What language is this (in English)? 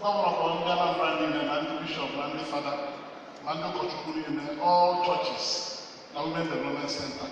Igbo